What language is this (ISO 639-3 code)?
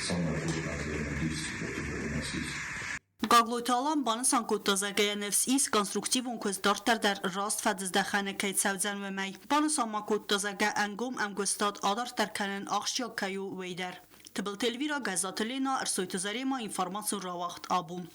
oss